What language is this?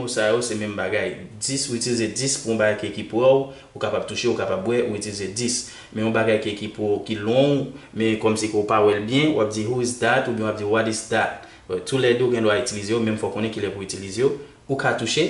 Haitian Creole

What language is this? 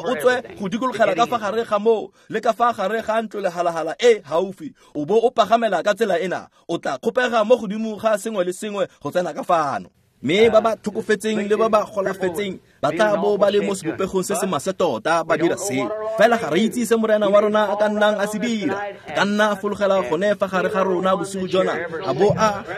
Tswana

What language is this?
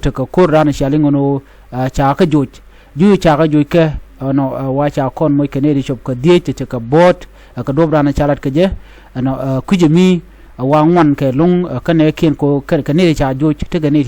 Nuer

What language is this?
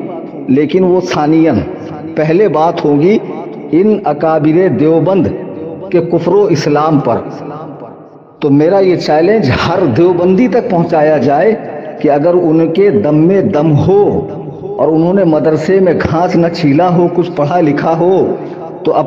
Urdu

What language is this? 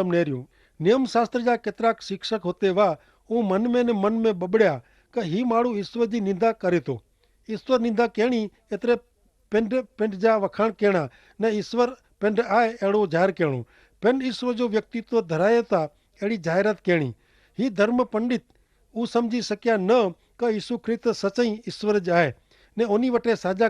Kachhi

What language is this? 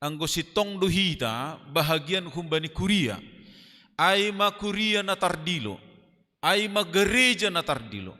Batak Simalungun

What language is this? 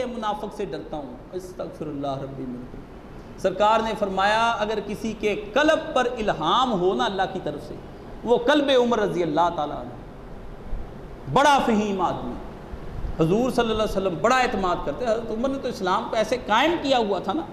Urdu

